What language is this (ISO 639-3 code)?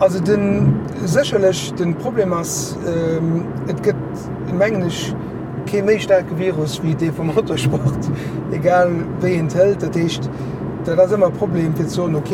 ltz